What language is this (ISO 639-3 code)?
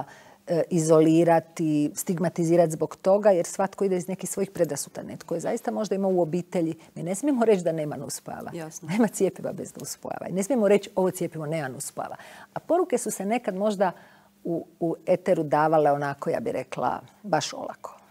hrv